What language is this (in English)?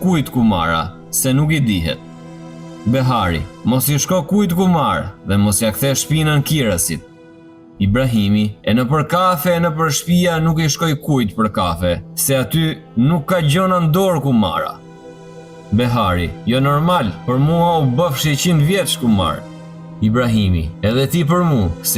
Albanian